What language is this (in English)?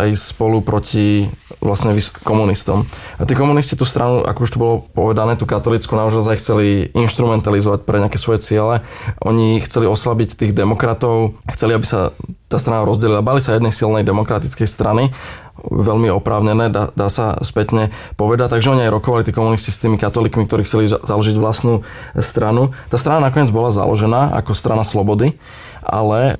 Slovak